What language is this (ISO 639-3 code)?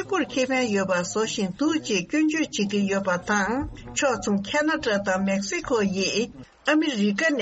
bod